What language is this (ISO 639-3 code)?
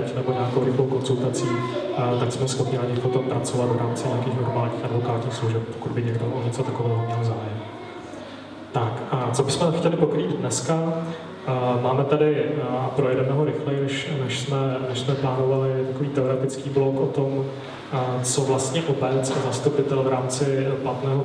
ces